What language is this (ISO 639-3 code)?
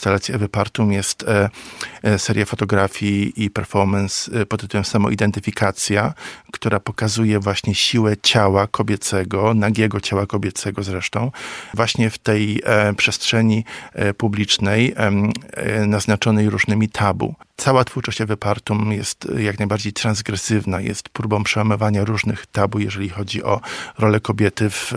pol